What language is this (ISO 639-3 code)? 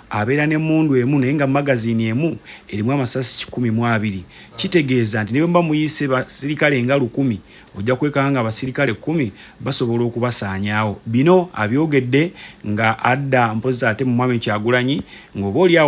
lug